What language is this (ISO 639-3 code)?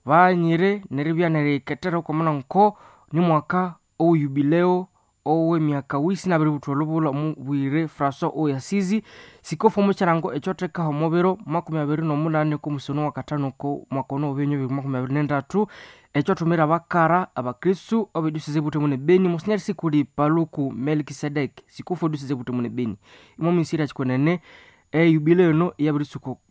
nnb